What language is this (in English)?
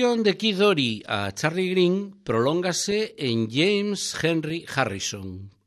Galician